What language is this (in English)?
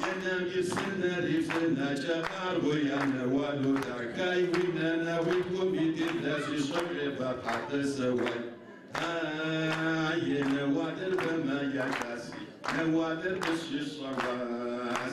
Adyghe